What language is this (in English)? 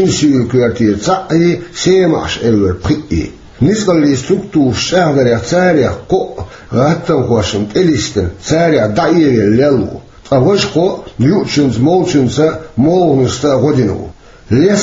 Chechen